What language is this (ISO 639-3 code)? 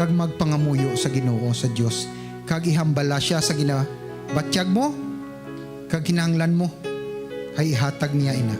hil